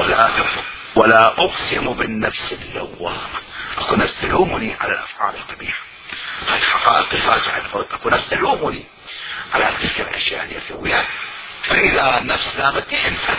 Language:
Mesopotamian Arabic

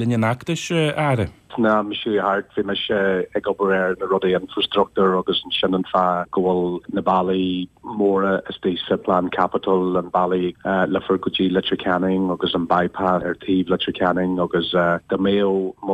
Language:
Irish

